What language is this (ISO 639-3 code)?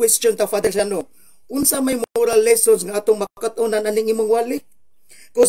ceb